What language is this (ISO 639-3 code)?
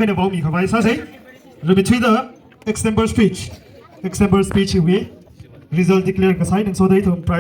nmf